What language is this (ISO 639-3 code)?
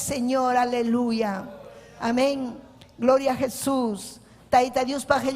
quy